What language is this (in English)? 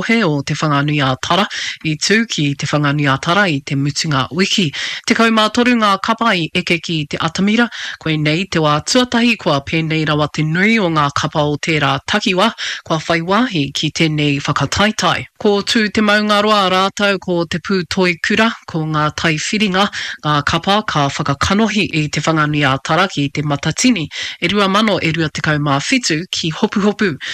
Māori